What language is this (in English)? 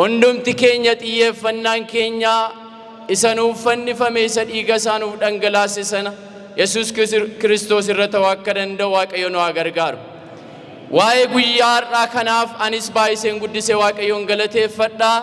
Oromo